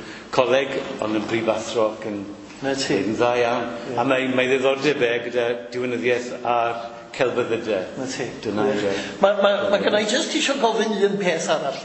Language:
Welsh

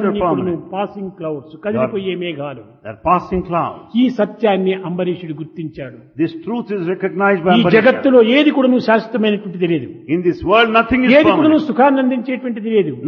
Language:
Telugu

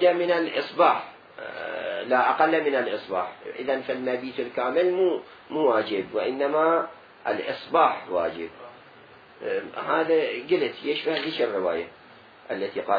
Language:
Mesopotamian Arabic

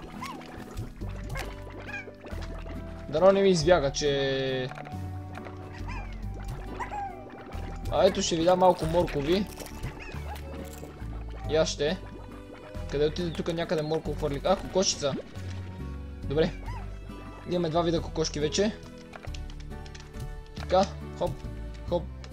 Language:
Bulgarian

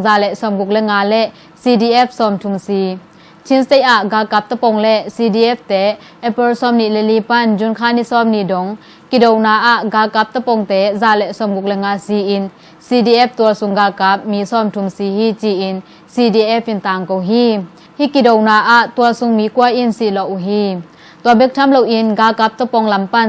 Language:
Tedim Chin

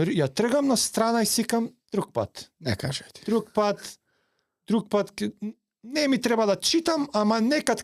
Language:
Macedonian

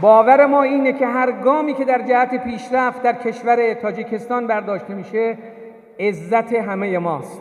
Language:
Tajik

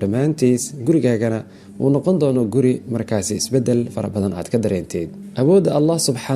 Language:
Somali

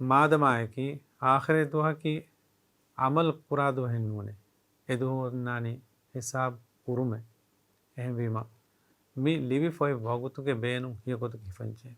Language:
Divehi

